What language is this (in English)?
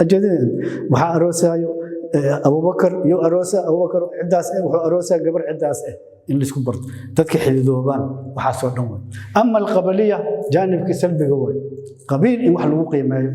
Somali